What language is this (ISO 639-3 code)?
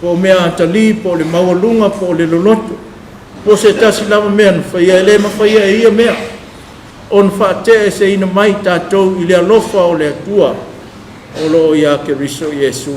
smo